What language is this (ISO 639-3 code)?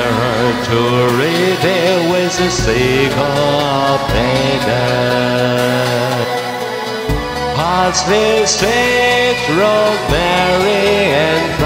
eng